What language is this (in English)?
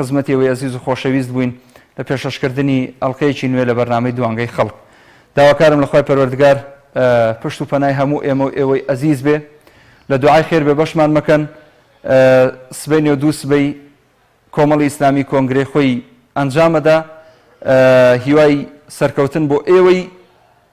Central Kurdish